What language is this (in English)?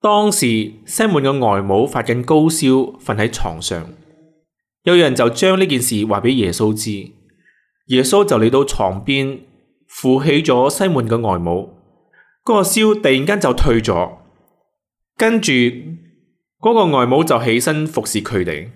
Cantonese